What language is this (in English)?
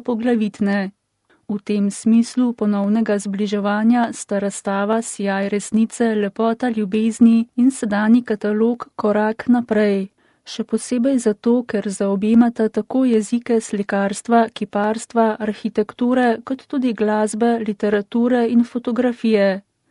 Slovenian